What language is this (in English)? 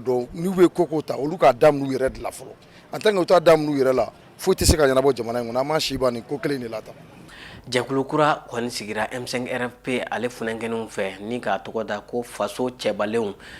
Bambara